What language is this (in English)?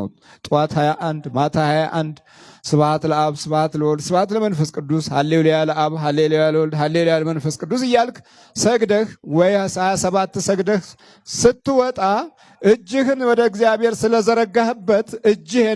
Amharic